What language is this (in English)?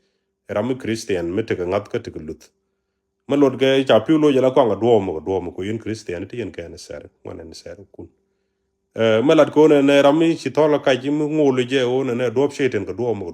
Nuer